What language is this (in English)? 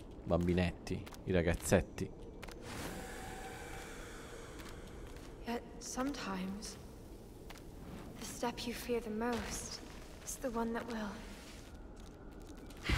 Italian